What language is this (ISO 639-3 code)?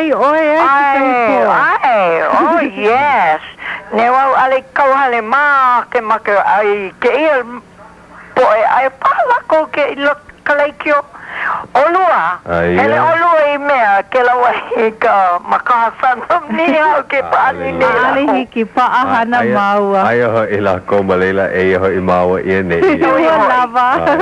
haw